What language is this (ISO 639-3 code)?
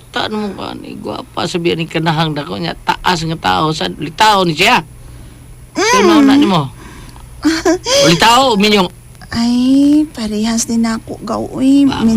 ceb